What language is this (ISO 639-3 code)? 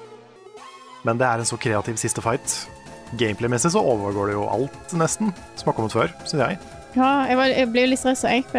nor